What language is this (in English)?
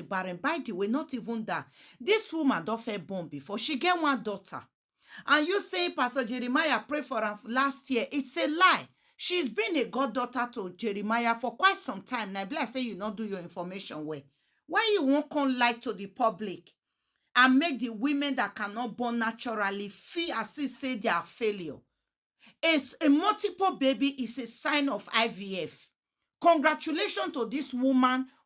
Nigerian Pidgin